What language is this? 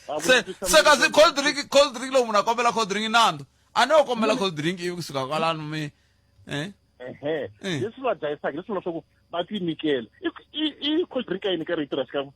Tsonga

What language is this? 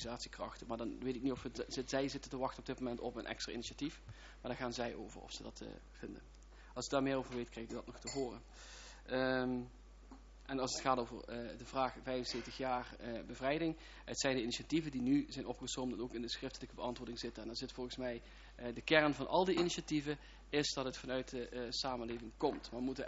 Dutch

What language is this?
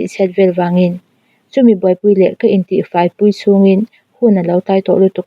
Mizo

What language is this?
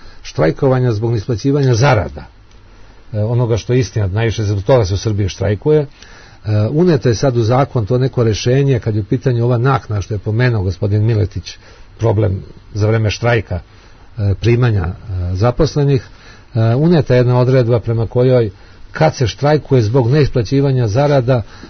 Serbian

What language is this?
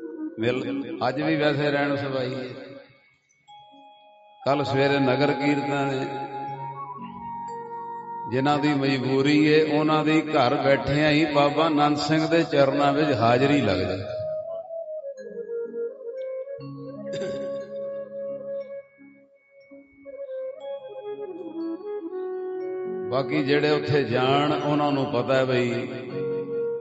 Punjabi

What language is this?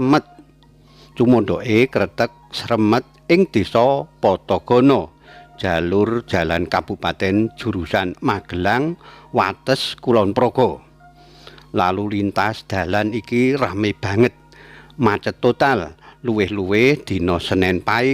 Javanese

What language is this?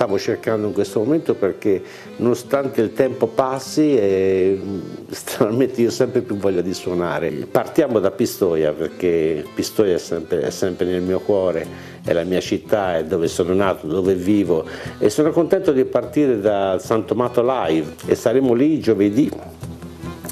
Italian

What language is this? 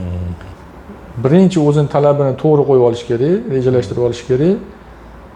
Uzbek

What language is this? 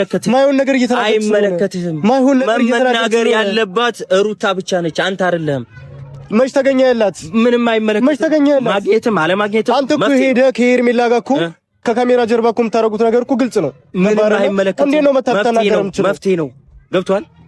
Amharic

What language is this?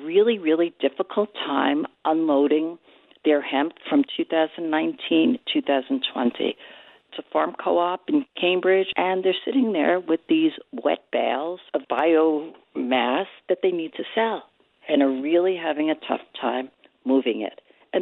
English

